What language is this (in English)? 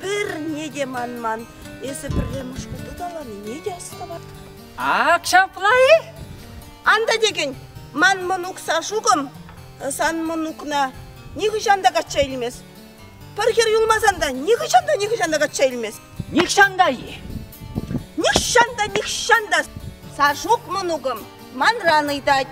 Chuvash